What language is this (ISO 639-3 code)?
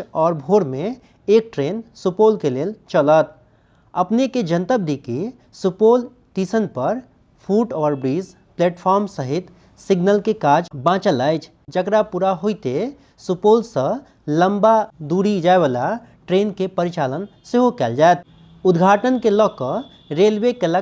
mai